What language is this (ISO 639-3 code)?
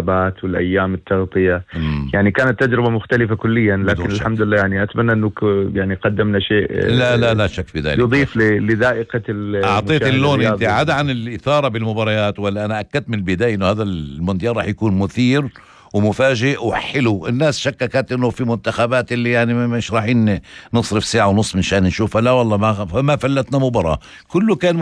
apc